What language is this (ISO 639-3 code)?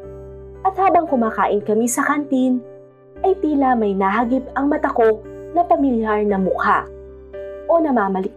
fil